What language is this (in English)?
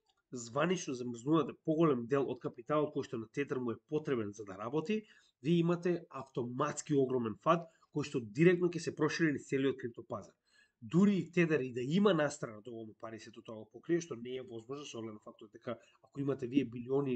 Macedonian